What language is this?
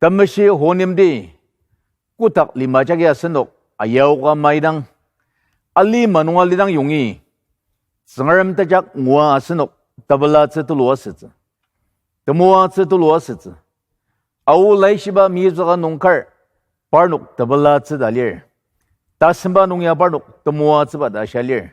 Ao Naga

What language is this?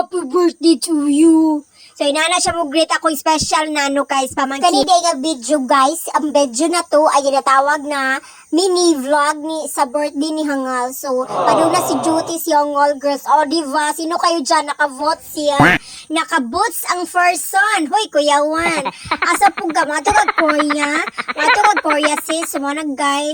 Cebuano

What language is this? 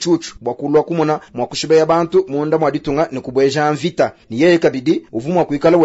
Luba-Lulua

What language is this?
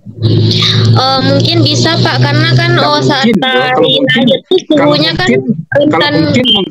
Indonesian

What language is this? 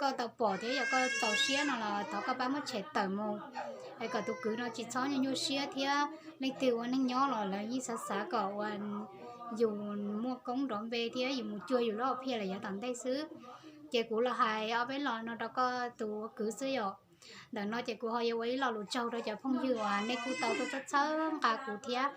Hmong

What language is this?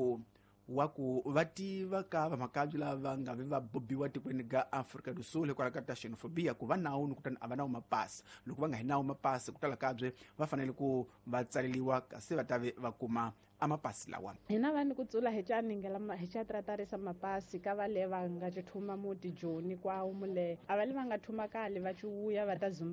Tsonga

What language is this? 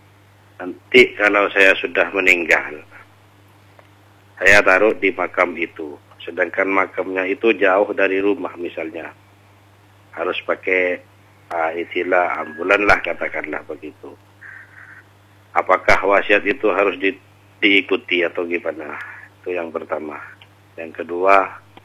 Indonesian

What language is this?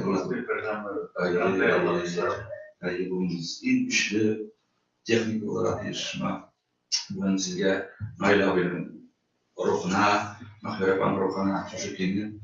Bashkir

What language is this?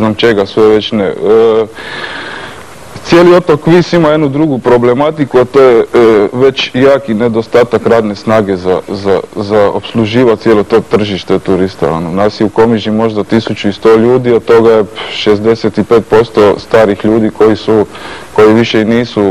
Croatian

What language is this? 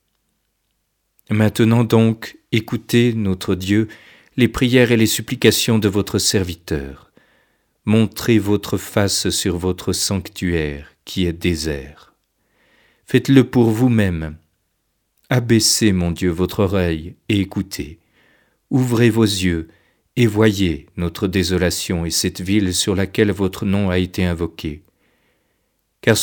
French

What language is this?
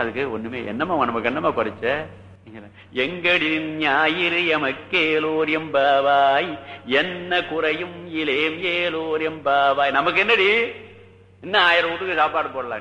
Tamil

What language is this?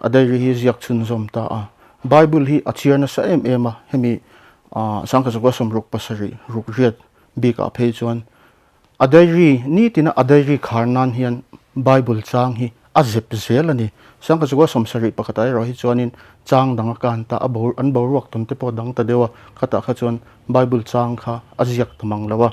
Mizo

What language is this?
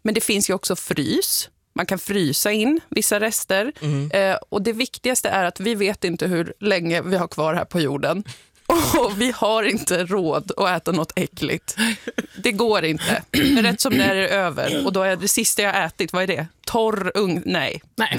Swedish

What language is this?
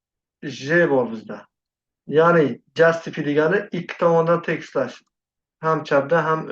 Uzbek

